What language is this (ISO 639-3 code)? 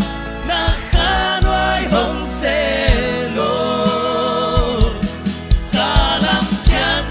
ctd